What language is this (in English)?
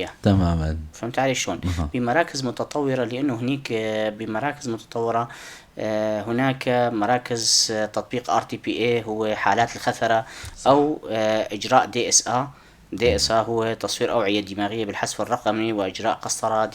North Levantine Arabic